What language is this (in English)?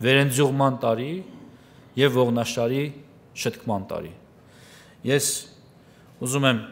Armenian